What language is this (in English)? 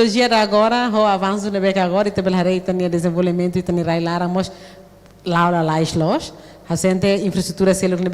Tetum